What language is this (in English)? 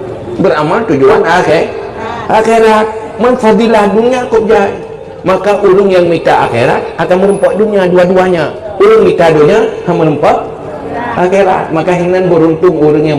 Achinese